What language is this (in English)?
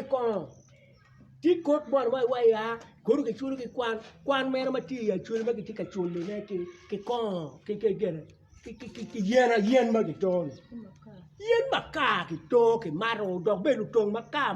Acoli